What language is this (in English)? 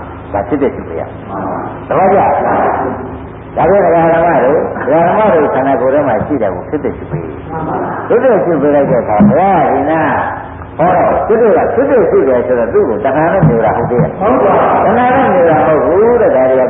Burmese